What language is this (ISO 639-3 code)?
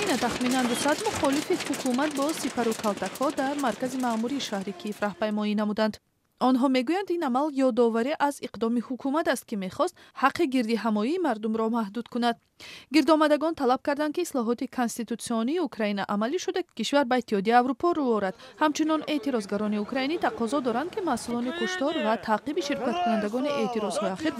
tgk